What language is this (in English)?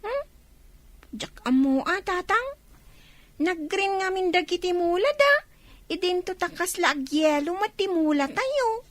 Iloko